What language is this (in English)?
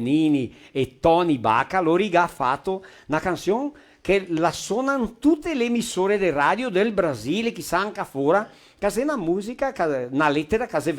Venetian